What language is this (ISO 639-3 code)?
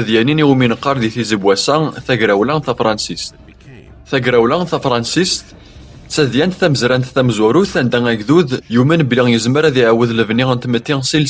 kab